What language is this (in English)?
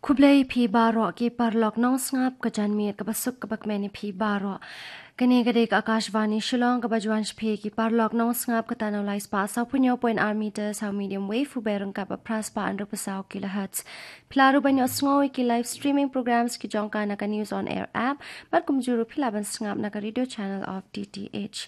Khasi